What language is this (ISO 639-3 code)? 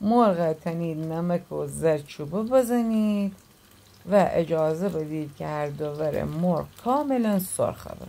glk